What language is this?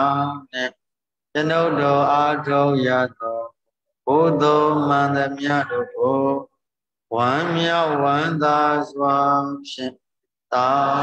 Burmese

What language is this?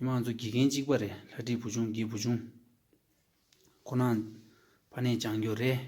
Tibetan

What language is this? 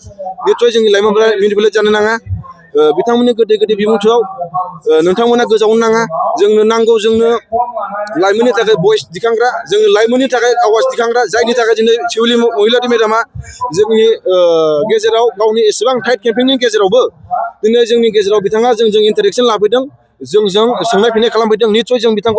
Bodo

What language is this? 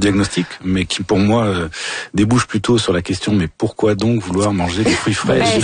French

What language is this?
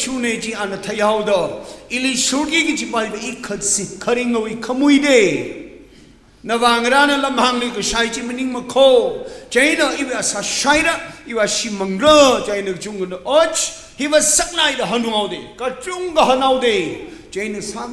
Tangkhul Naga (India)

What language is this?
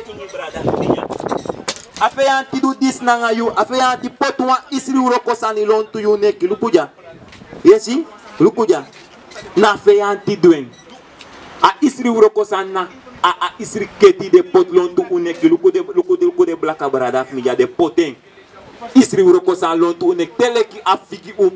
Sranan Tongo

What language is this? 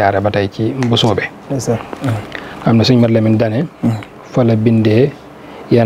Wolof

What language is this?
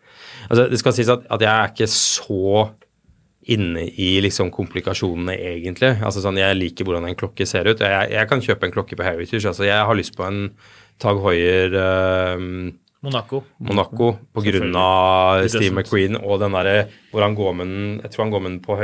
Norwegian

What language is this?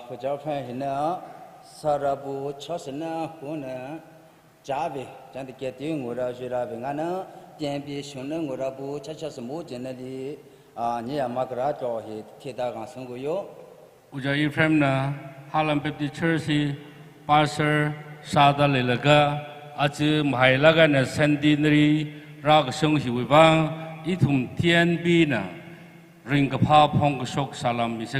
Tangkhul Naga (India)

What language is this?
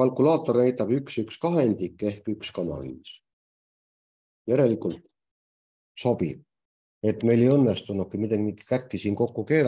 Estonian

